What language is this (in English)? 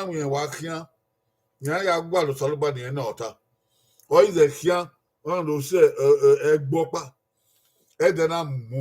Bini